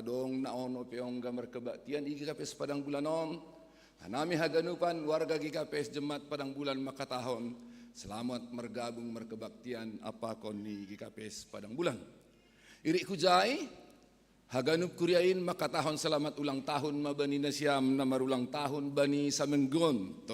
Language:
Batak Simalungun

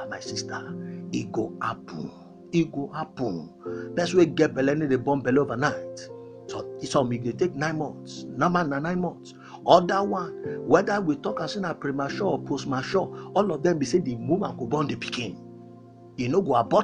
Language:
Nigerian Pidgin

